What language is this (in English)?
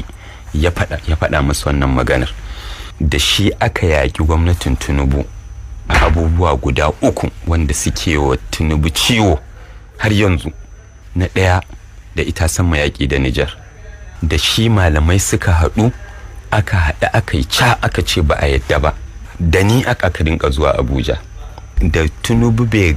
Hausa